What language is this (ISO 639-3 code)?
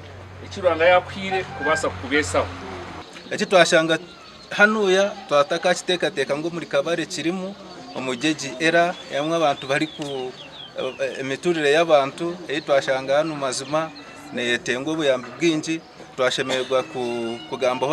nyn